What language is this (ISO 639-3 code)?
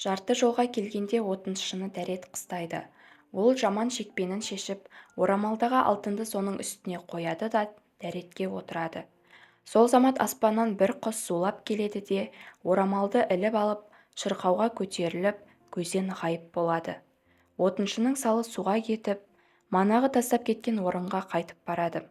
kaz